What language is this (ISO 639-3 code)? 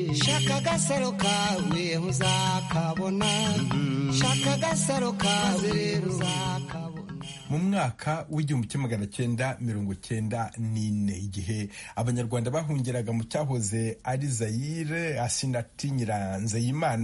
kin